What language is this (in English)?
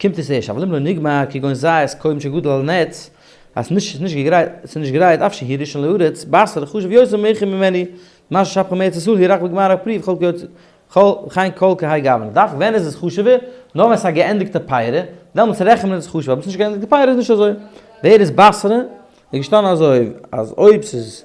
Yiddish